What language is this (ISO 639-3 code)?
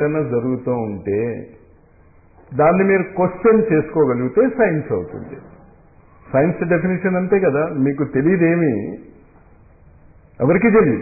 tel